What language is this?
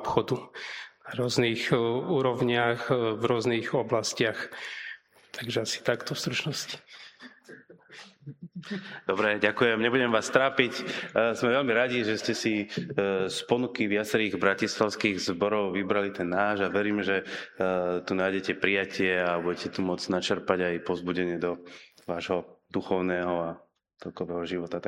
Slovak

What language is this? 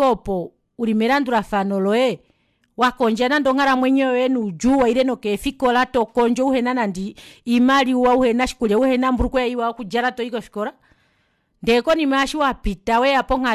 Kuanyama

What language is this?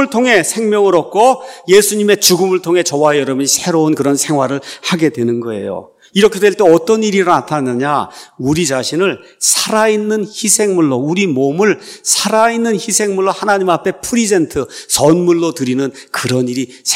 Korean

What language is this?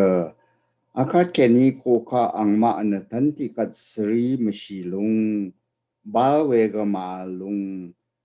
Rawang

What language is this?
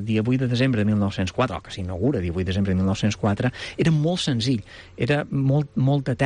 Catalan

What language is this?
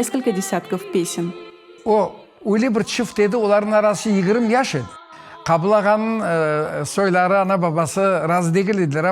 Crimean Tatar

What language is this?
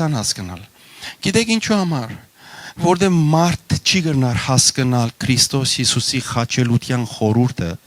Western Armenian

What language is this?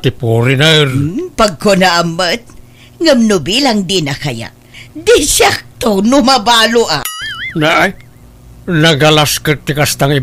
Iloko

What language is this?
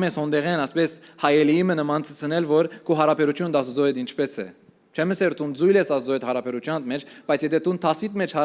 Western Armenian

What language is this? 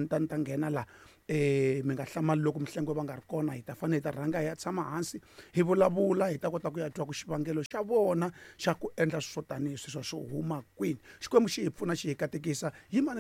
Tsonga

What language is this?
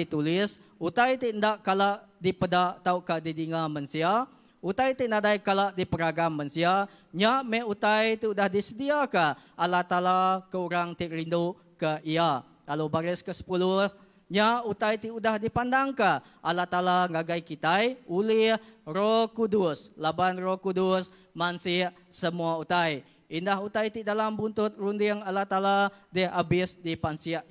Iban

